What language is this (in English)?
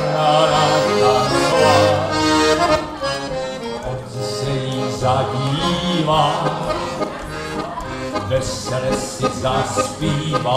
Czech